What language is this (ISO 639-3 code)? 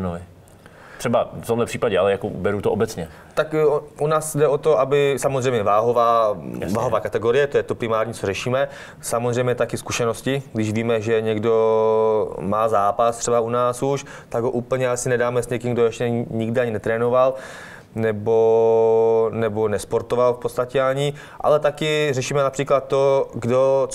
ces